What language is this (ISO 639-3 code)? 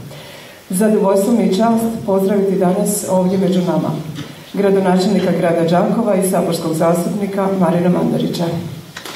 hrv